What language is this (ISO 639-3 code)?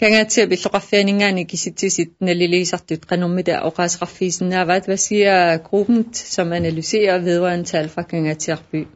kal